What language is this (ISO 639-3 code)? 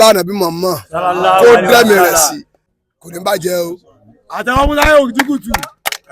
yor